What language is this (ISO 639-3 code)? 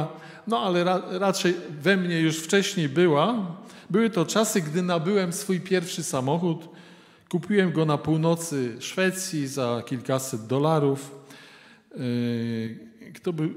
pol